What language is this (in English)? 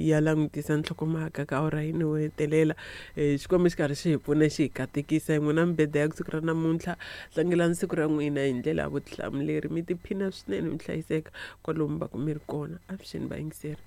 Tsonga